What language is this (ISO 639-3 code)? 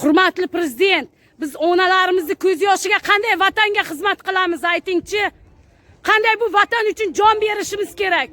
uzb